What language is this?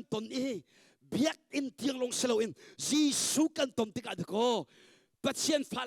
Hakha Chin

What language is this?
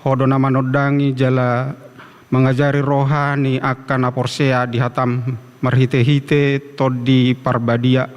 Batak Toba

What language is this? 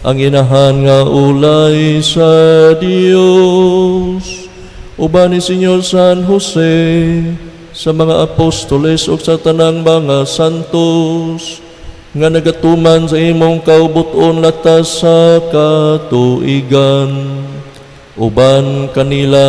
Cebuano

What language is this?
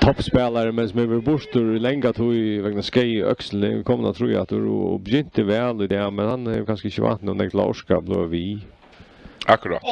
Faroese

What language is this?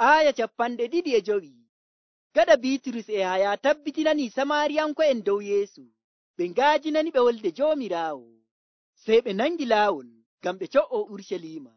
Nigerian Fulfulde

